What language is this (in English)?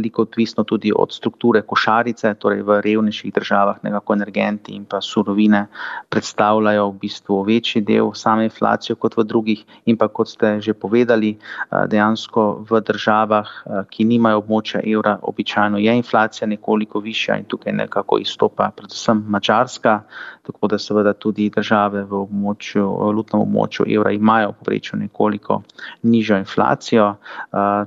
Slovenian